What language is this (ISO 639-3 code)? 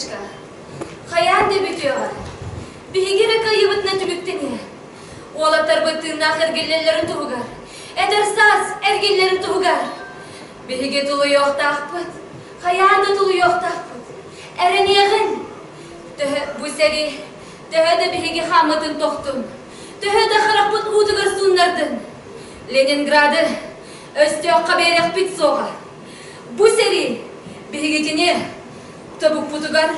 sah